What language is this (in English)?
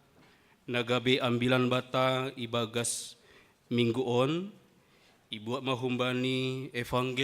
Batak Simalungun